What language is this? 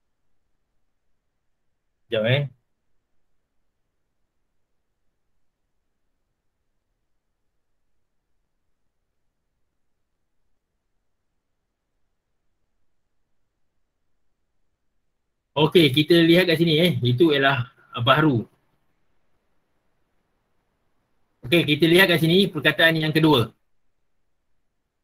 Malay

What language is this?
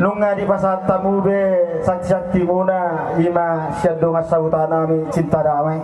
Batak Toba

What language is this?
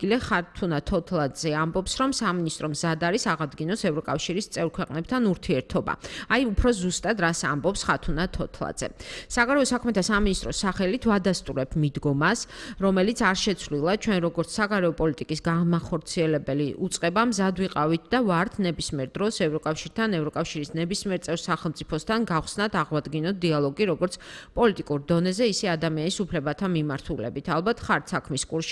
Georgian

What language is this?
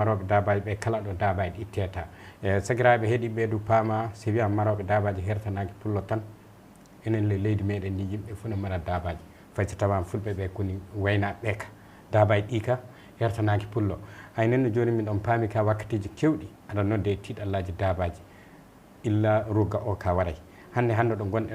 Fula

